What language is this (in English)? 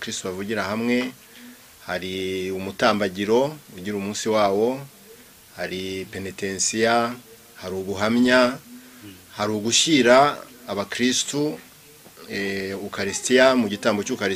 Kinyarwanda